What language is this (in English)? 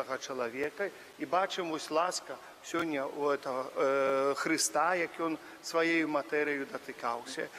Belarusian